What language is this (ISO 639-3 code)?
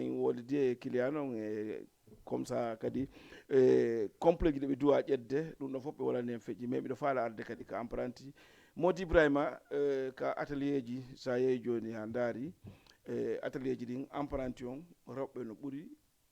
ful